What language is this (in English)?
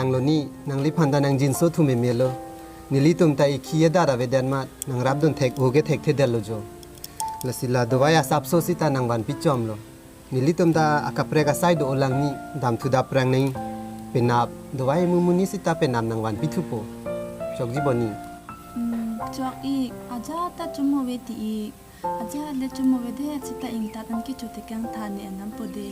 Karbi